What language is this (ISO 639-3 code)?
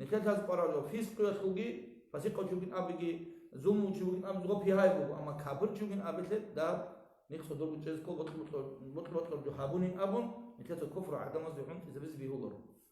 ava